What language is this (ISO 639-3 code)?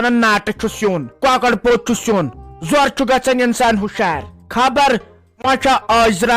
kas